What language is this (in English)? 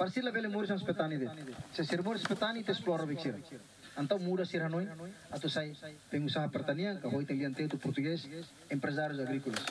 Tetum